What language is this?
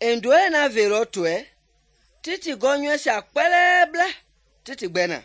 Mende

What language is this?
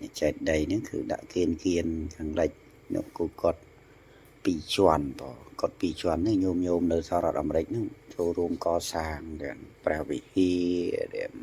Khmer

